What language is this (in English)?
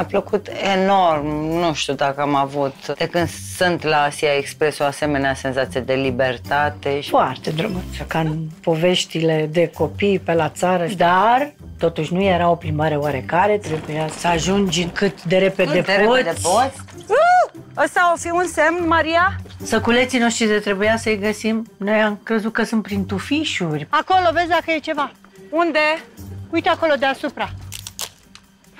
Romanian